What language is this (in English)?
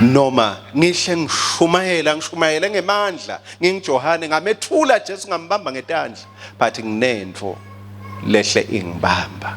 Swati